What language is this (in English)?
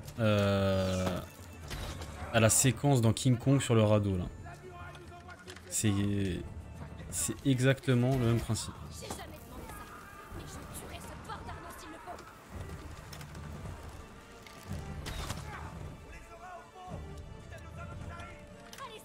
French